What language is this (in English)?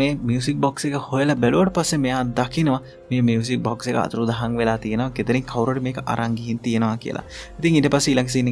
Sinhala